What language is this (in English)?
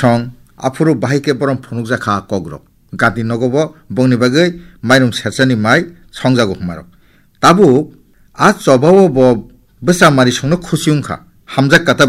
Kok Borok